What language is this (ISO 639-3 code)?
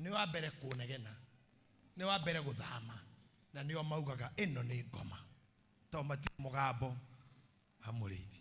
kik